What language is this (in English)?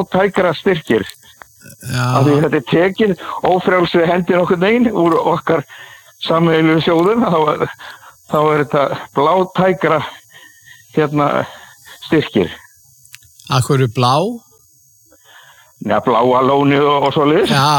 Icelandic